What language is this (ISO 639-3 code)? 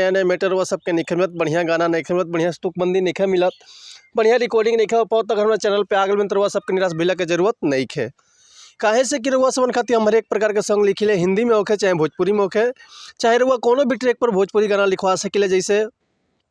bho